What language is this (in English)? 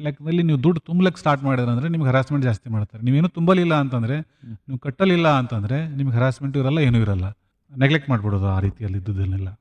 Kannada